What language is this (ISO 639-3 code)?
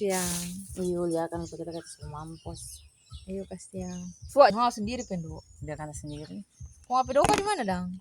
xmm